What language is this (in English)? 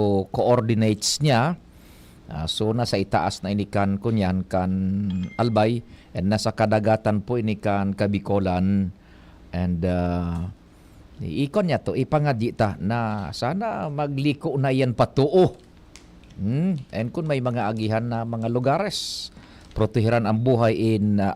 Bikol